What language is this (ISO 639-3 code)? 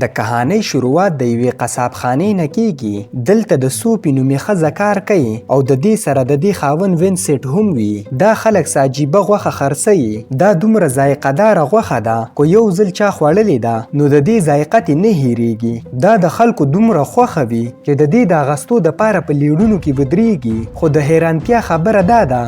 pus